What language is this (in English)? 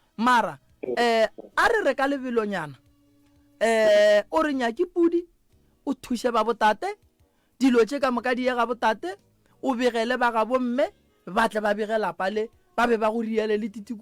Northern Sotho